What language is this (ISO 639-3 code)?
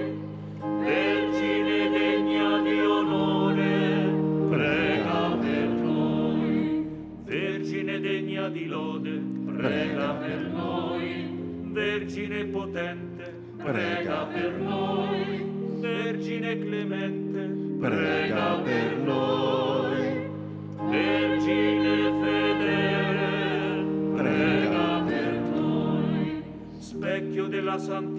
ita